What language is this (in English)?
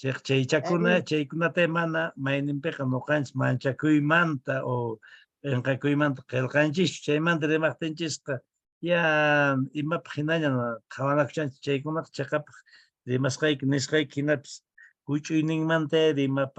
Quechua